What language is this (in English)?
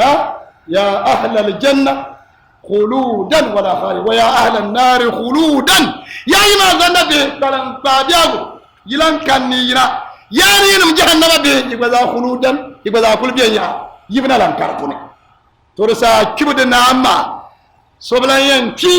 Dagbani